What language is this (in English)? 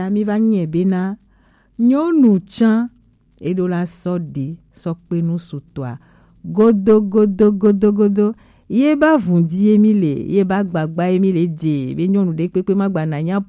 Gen